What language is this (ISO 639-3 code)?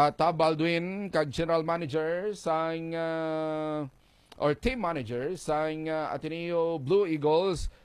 hil